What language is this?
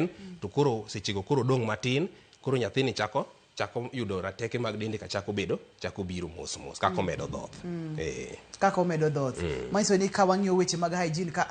Luo (Kenya and Tanzania)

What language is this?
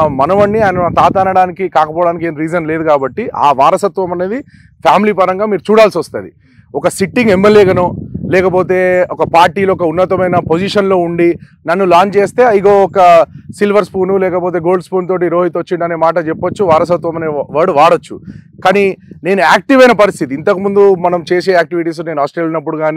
Telugu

